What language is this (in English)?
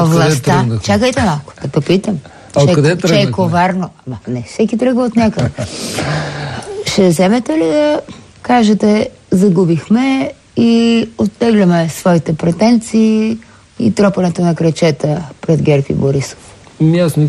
Bulgarian